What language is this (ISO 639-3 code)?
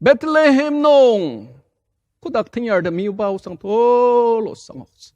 njo